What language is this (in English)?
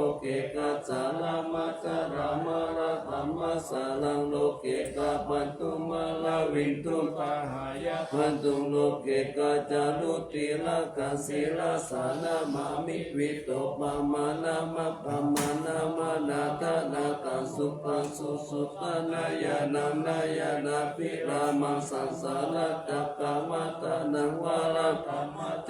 Pali